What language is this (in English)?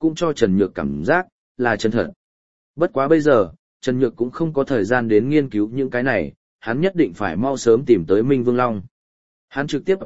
Vietnamese